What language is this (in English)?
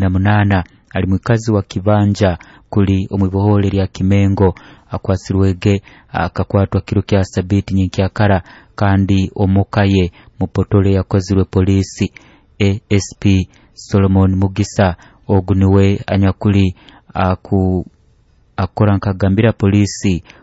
Nyoro